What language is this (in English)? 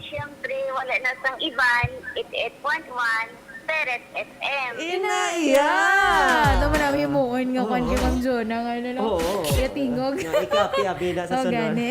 Hiligaynon